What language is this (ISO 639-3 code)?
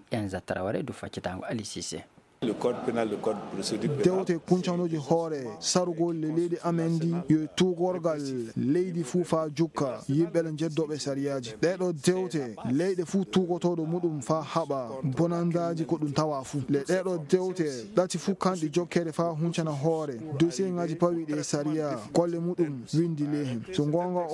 ful